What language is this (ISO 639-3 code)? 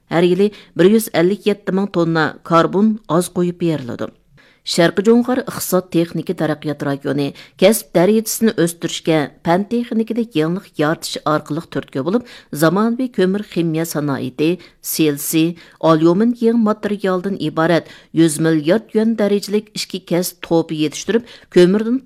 uig